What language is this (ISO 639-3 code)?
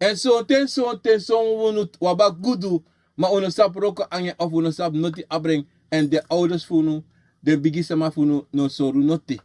srn